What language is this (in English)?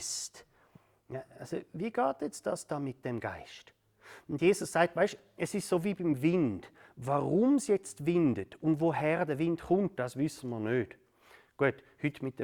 Swiss German